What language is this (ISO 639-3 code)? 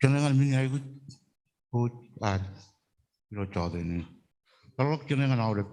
mah